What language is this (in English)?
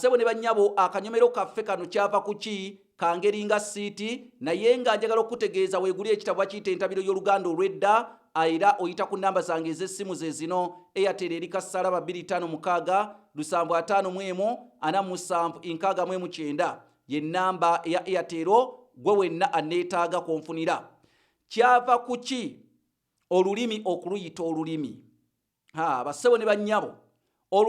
Ganda